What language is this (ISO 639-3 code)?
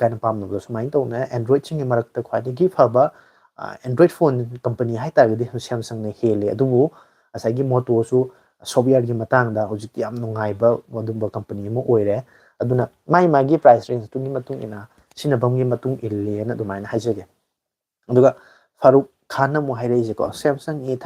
mni